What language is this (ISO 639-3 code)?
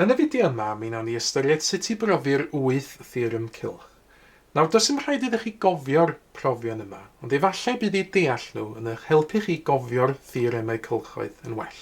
cym